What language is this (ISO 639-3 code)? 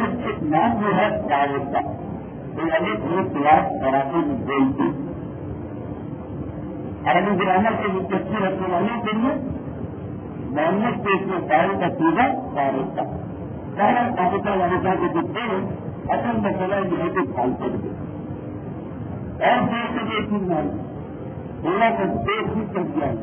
urd